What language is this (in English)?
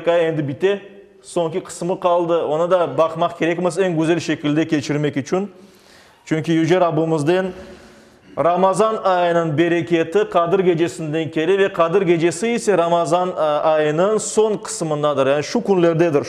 Crimean Tatar